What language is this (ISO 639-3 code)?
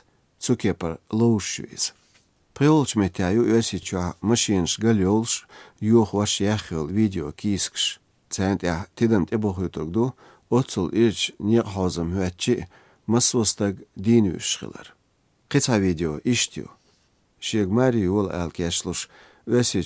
aze